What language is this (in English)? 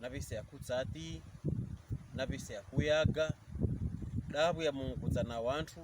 Pokomo